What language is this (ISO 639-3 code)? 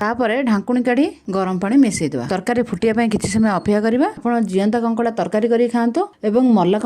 ori